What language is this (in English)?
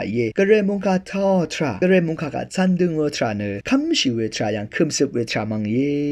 Rawang